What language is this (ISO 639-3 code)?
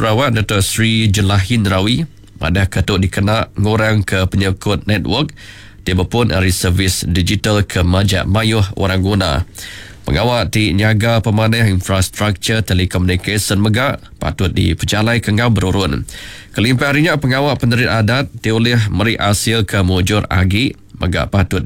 iba